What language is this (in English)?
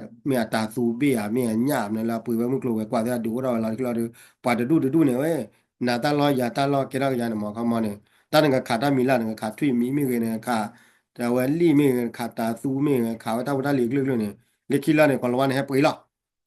S'gaw Karen